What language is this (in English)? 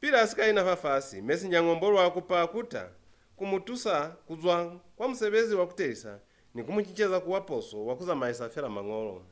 Lozi